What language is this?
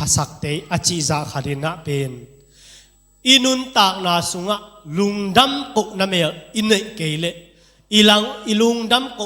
Tedim Chin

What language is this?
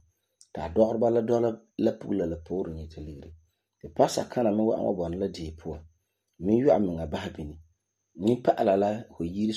Frafra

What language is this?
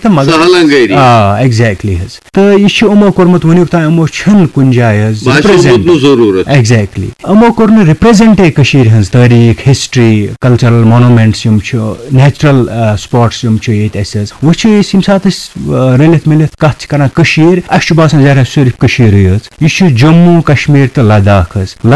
Kashmiri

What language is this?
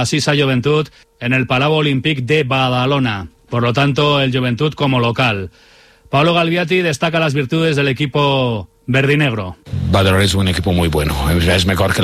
Spanish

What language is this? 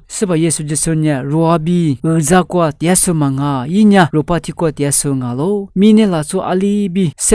Lisu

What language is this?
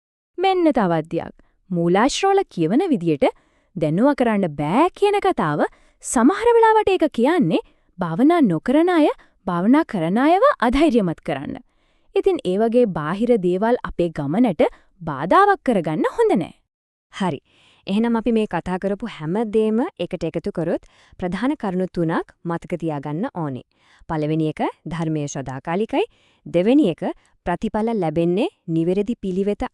Sinhala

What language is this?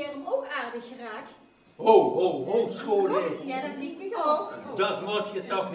Limburgish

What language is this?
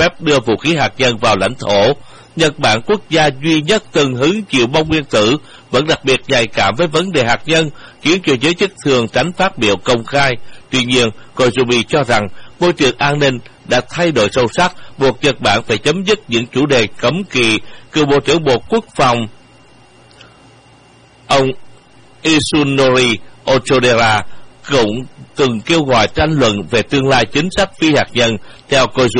Vietnamese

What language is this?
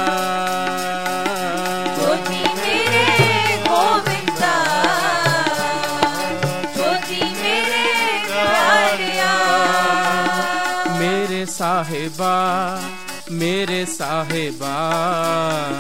Hindi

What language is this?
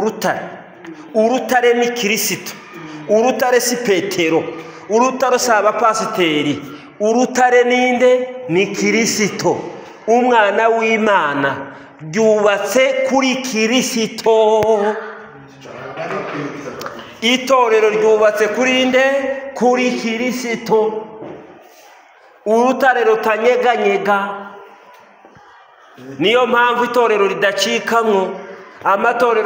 Kinyarwanda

